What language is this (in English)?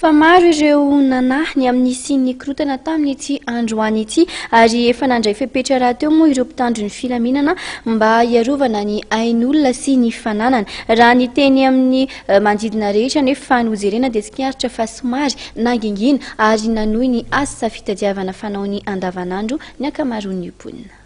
Malagasy